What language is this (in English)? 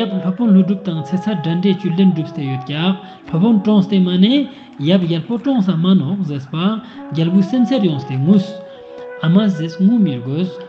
Ladakhi